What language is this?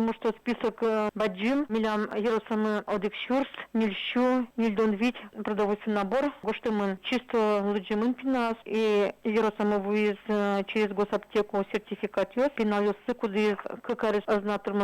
Udmurt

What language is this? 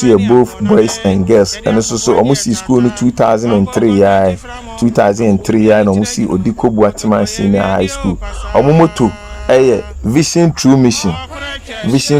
Akan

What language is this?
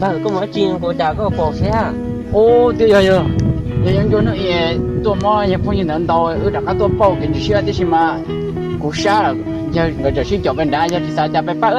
Hmong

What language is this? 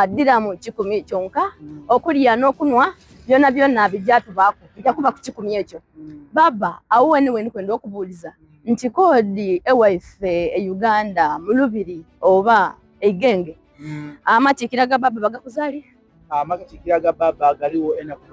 Soga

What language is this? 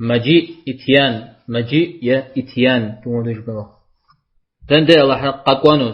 Kabardian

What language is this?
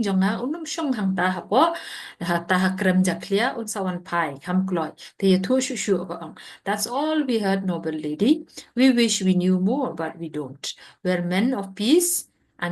Khasi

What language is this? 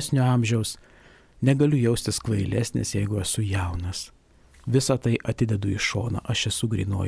Lithuanian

